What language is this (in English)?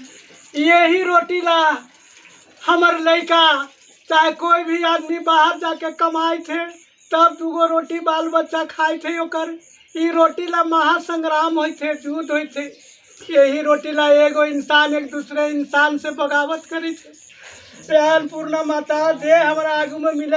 Magahi